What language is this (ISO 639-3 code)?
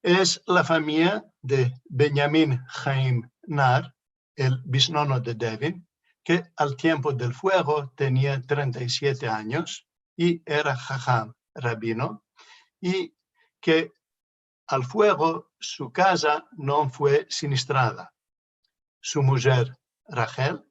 lad